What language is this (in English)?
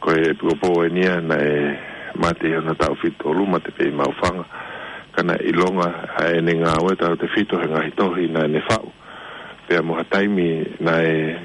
Tongan